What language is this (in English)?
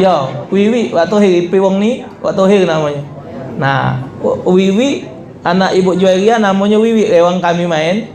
Musi